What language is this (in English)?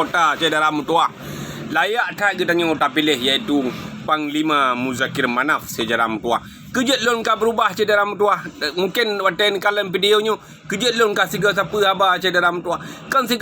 Achinese